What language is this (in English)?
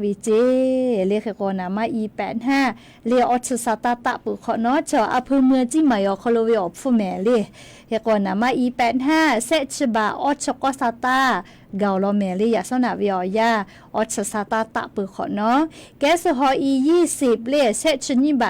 Lahu